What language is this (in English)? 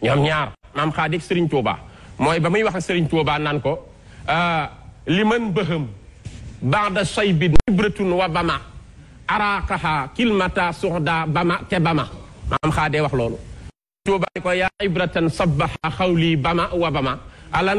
Wolof